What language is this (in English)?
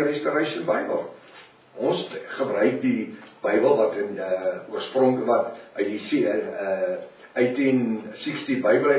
Afrikaans